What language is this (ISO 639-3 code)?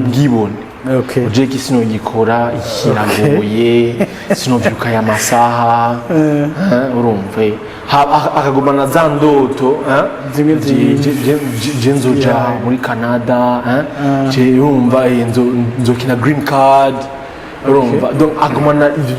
run